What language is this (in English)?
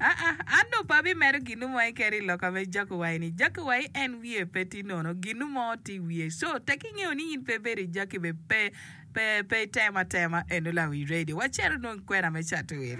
Acoli